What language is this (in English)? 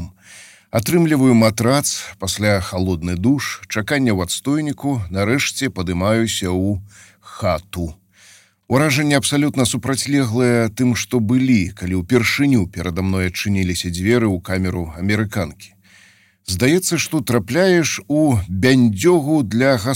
Belarusian